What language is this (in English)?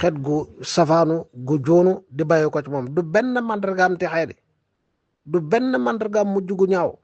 Wolof